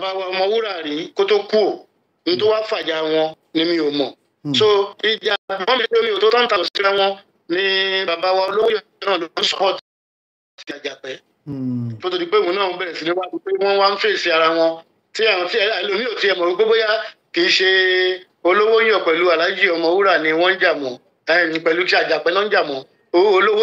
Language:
Yoruba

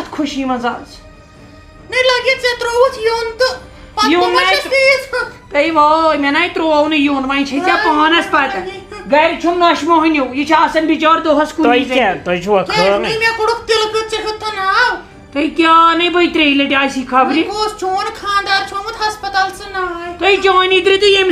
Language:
Kashmiri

